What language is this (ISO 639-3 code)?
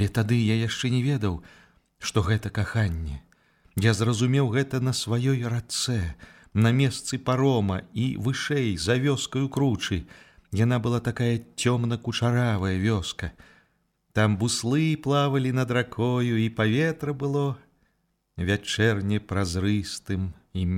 bel